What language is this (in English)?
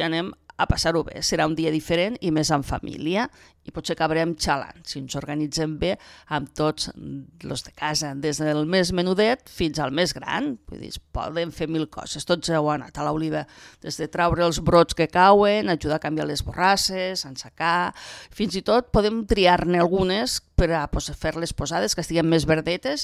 Catalan